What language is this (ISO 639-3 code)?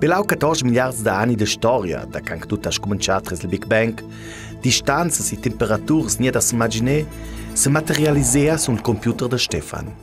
lld